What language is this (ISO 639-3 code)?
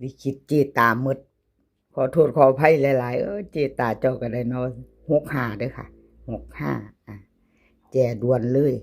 tts